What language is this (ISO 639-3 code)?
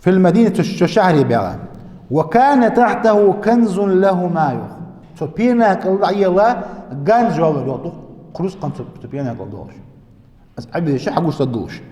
inh